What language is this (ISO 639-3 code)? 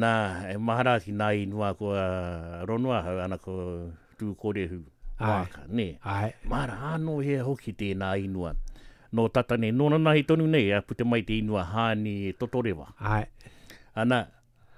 lav